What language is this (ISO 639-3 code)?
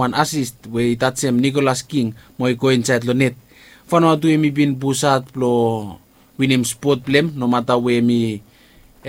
bis